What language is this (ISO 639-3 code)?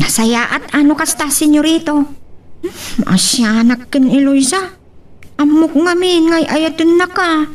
ilo